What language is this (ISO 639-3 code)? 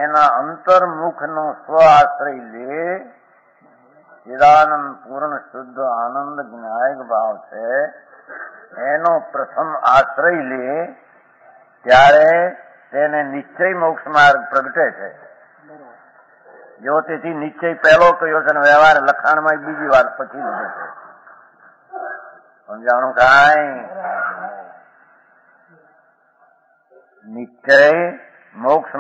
guj